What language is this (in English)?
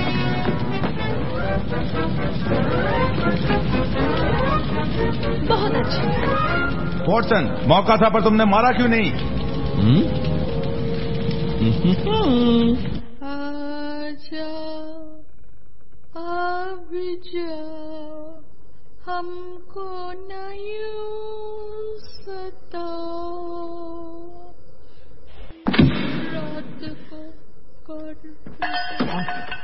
Hindi